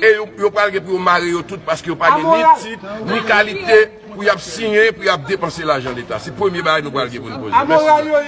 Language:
Haitian Creole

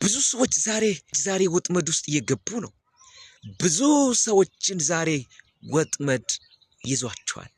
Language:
Amharic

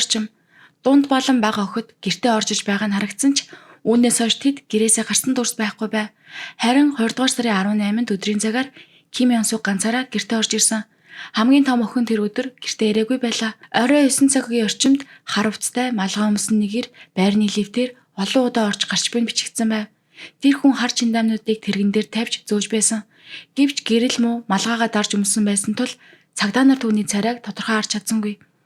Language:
Mongolian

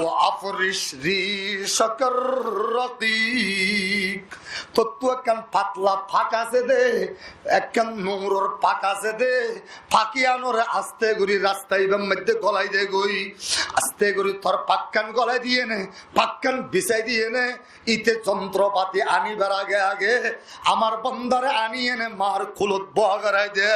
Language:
Rohingya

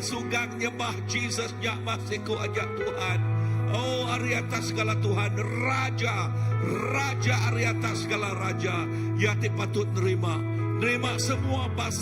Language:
Iban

